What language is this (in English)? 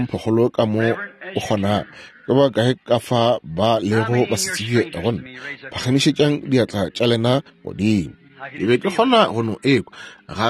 Northern Sotho